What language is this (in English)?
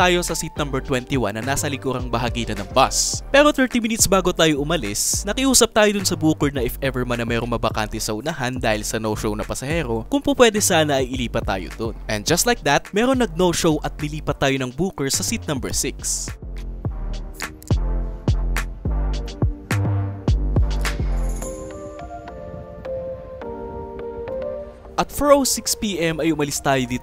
Filipino